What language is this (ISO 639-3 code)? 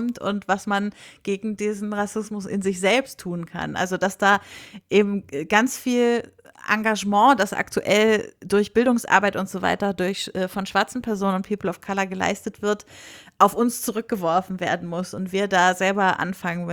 deu